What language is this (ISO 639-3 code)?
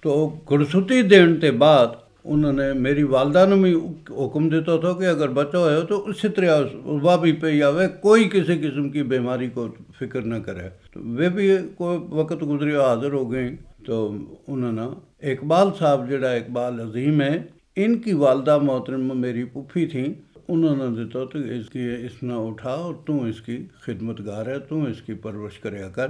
gju